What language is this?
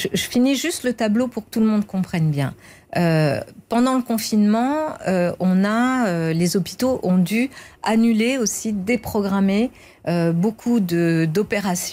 French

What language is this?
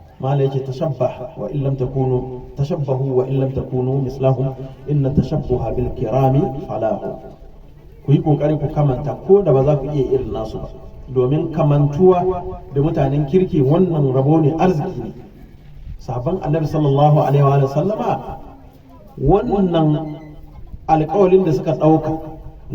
Hausa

